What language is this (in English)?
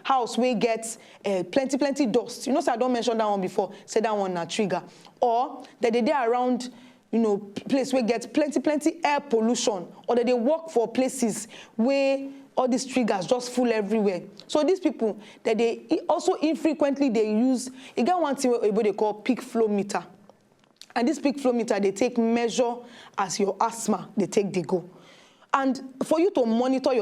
Nigerian Pidgin